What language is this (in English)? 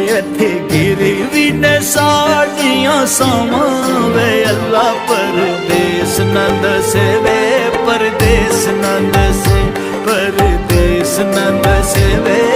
Pahari-Potwari